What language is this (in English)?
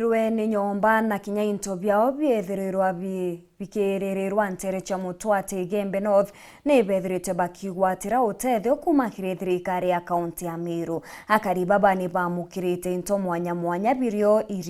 Meru